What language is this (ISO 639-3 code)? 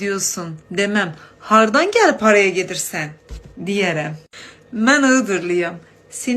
azb